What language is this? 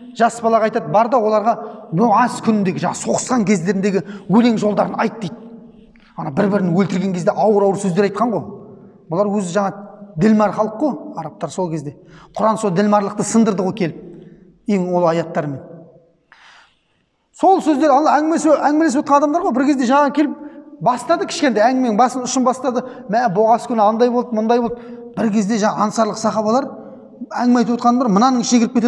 Kazakh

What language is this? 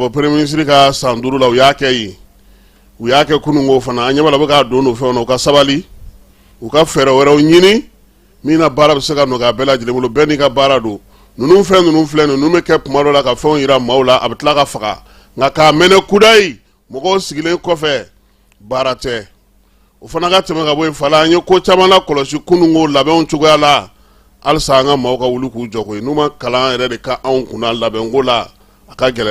Bambara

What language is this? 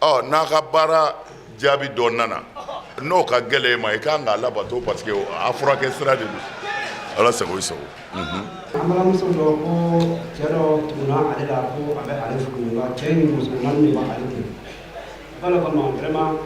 Bambara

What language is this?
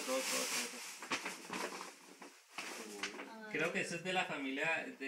Spanish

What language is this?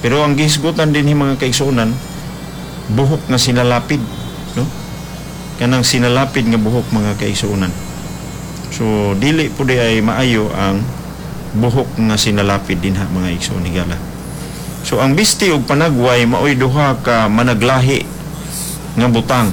Cebuano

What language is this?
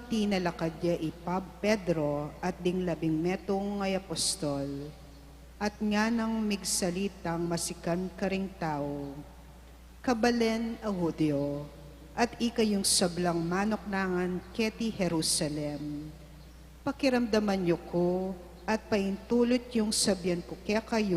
Pampanga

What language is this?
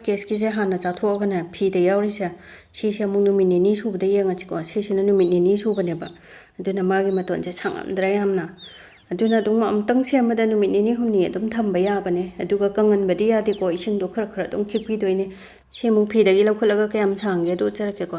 Manipuri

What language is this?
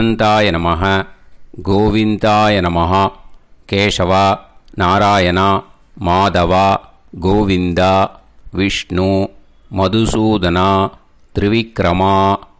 Tamil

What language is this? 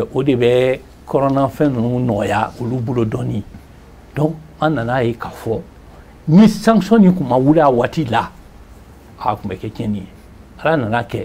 Bambara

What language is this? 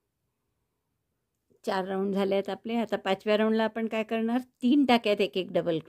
Marathi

